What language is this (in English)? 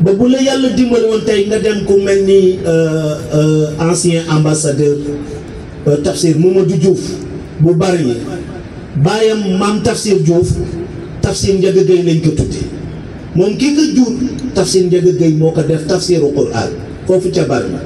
Wolof